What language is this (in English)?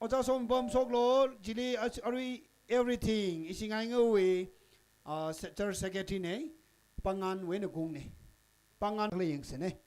Tangkhul Naga (India)